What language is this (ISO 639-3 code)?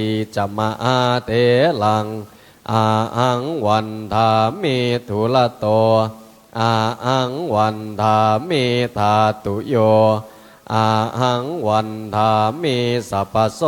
pli